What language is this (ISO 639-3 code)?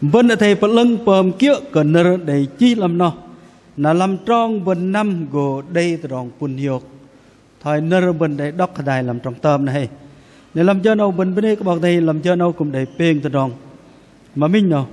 bdq